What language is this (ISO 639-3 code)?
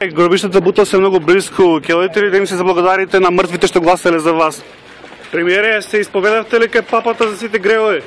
mkd